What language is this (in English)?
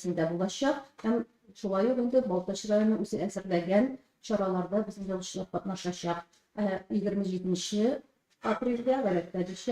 Tatar